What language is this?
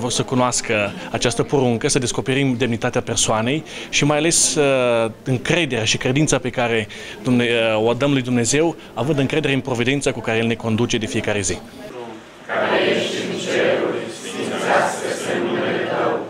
Romanian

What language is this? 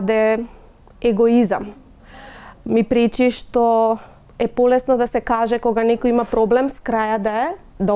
Macedonian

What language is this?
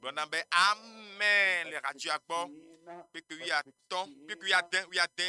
Ewe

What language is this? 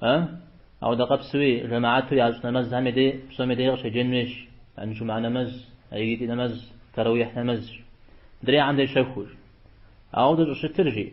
Kabardian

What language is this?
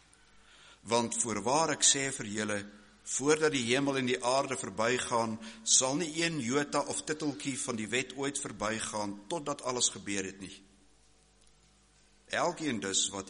Afrikaans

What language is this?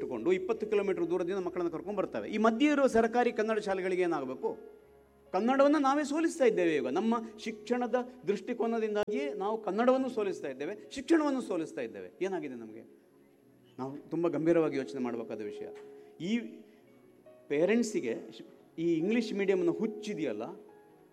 Kannada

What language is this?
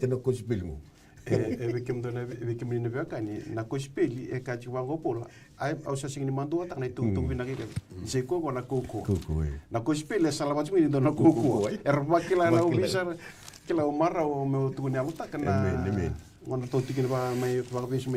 Fijian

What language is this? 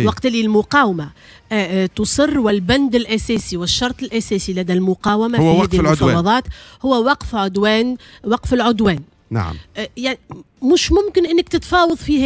Tunisian Arabic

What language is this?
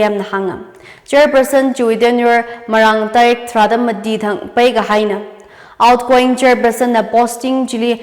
Tangkhul Naga (India)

